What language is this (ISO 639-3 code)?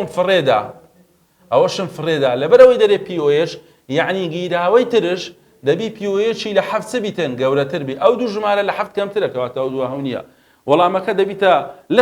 ckb